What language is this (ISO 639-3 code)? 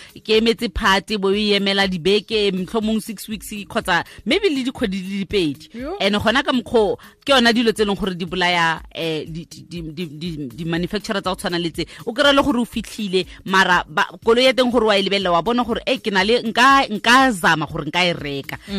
tsn